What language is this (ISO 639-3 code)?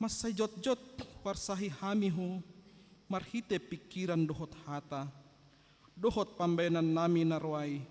bbc